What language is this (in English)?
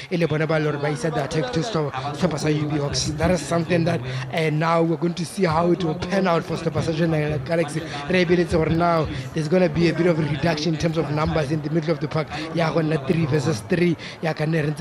Tswana